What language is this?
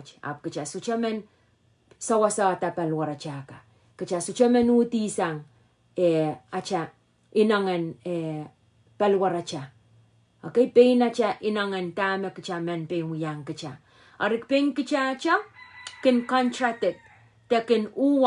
Pohnpeian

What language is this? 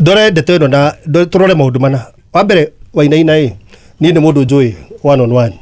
Kikuyu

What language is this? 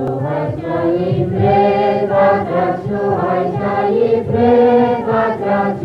Rusyn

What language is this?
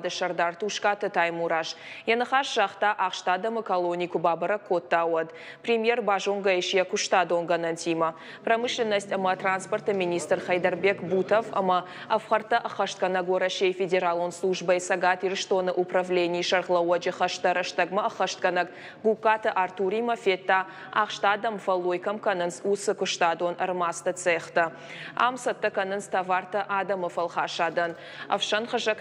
Ossetic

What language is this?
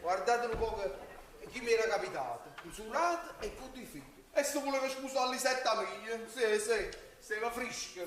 Neapolitan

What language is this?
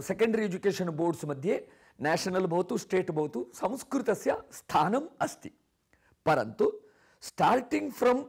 Sanskrit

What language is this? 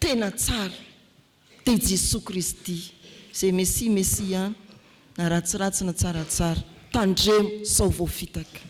Malagasy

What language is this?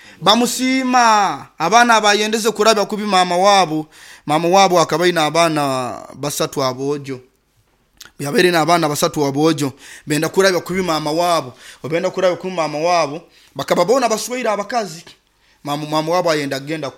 Nyoro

